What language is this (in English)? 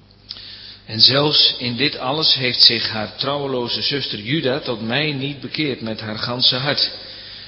Dutch